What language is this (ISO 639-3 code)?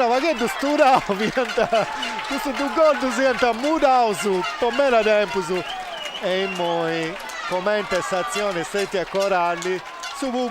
srd